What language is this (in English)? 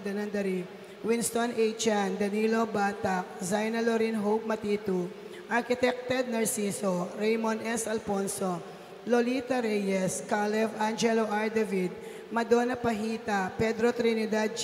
Pampanga